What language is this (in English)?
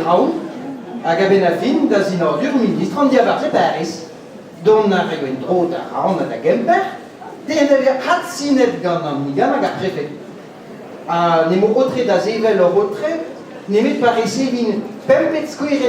Breton